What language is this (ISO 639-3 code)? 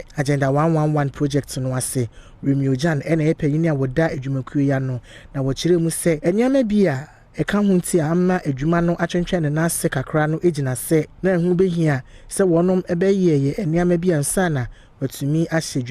aka